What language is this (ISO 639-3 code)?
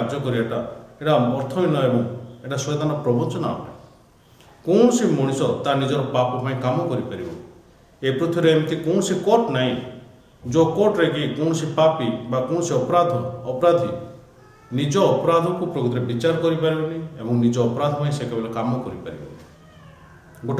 ori